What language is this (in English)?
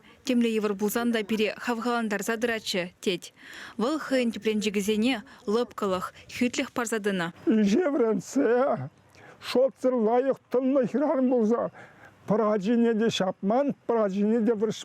Chuvash